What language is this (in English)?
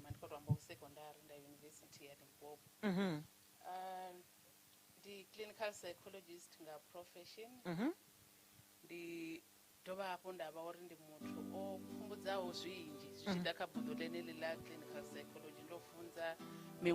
Venda